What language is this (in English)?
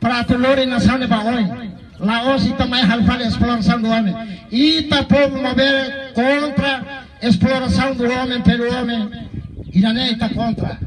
Tetum